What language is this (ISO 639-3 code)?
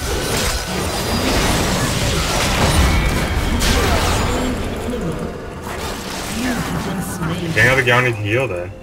nld